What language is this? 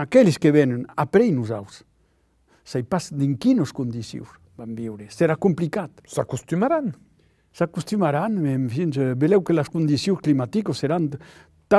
Occitan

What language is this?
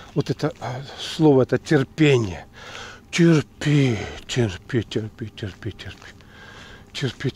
Russian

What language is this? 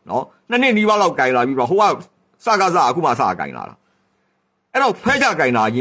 Burmese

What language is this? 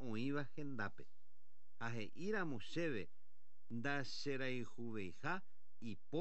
Guarani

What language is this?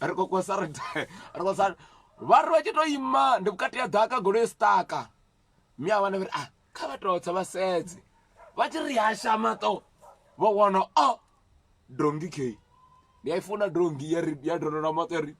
Venda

